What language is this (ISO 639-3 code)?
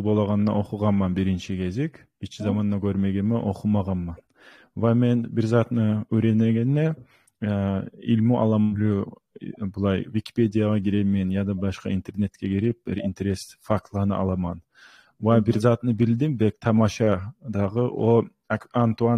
kum